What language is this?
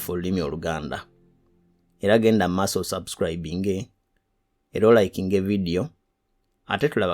Ganda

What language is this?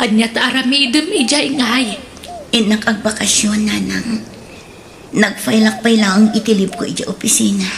Iloko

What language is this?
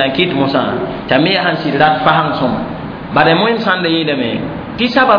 Mossi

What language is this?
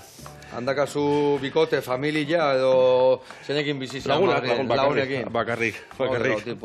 Basque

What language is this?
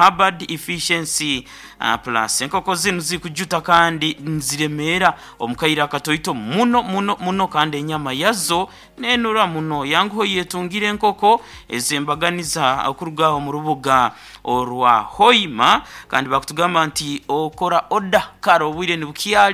Nyoro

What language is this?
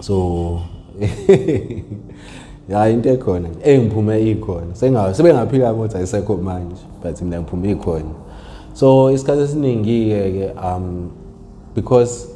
Zulu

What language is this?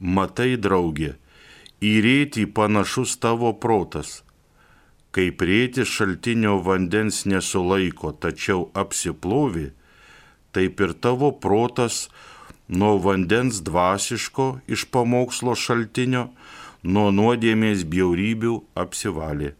Lithuanian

